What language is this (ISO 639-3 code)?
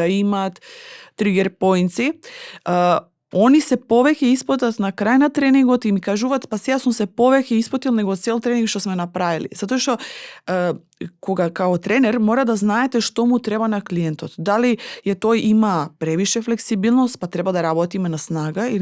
mkd